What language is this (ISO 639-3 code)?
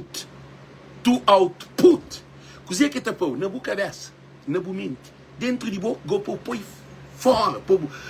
kea